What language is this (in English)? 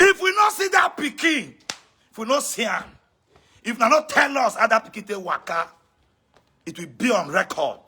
Nigerian Pidgin